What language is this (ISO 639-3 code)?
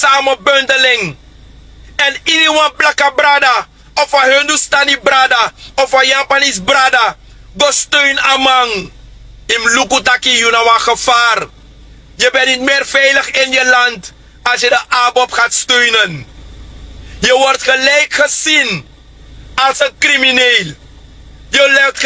srn